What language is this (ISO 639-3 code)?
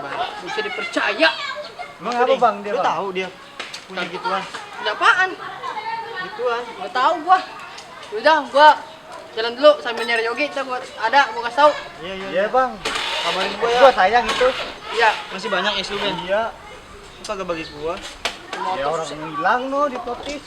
bew